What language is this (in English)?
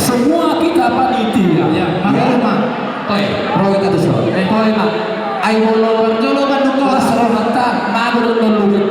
Batak Toba